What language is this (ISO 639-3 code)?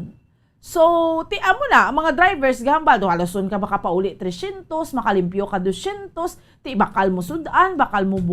hil